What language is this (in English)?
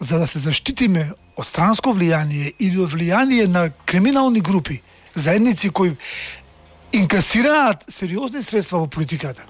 Macedonian